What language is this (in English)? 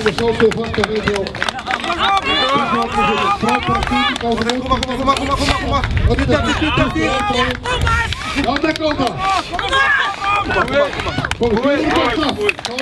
Icelandic